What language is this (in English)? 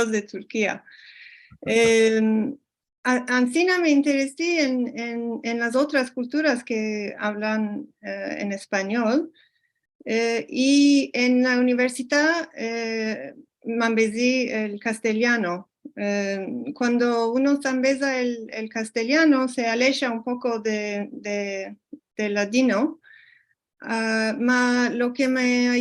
Ladino